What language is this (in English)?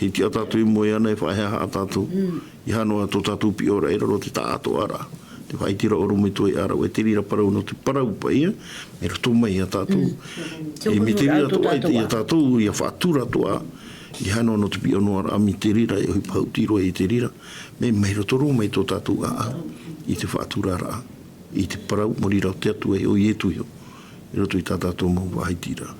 Tahitian